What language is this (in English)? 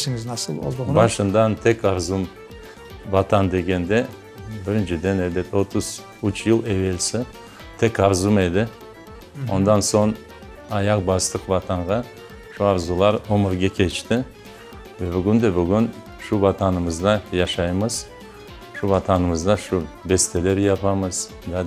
Crimean Tatar